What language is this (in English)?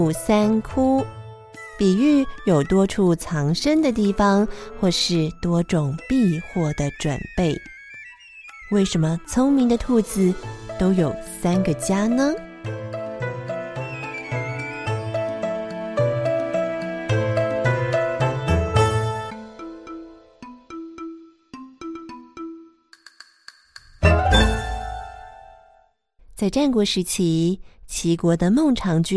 Chinese